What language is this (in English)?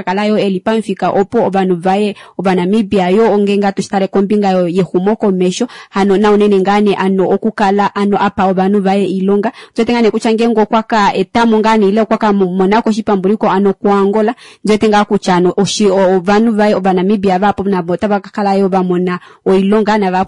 Kuanyama